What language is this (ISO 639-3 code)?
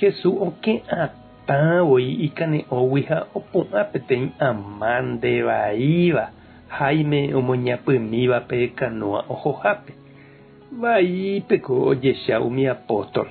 grn